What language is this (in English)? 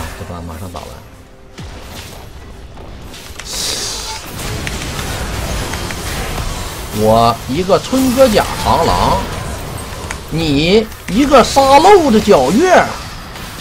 Chinese